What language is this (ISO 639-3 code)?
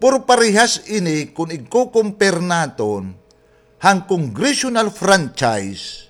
war